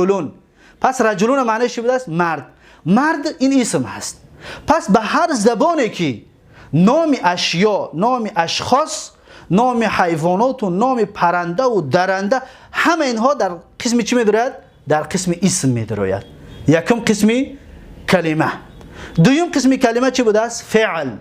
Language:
Tajik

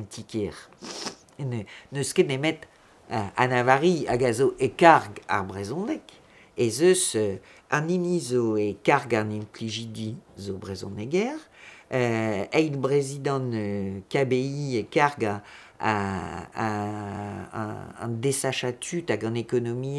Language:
Breton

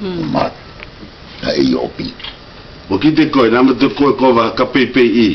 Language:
South Marquesan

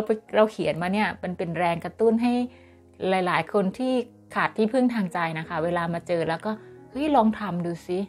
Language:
Thai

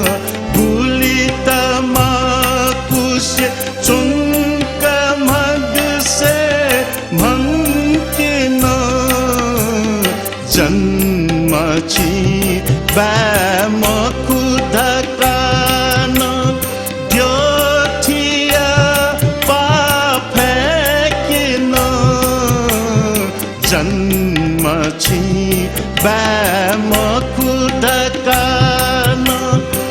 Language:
Newari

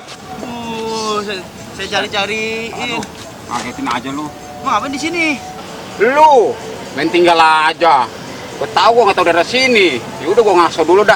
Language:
Betawi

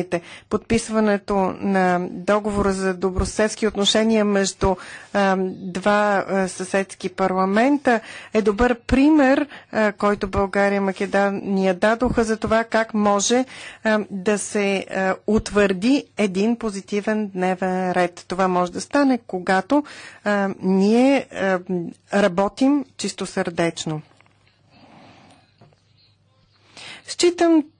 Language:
Bulgarian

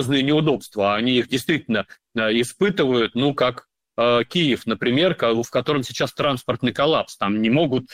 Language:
Russian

